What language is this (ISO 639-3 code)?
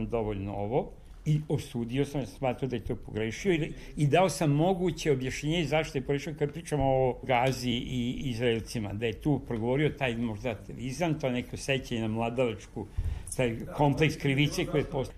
srp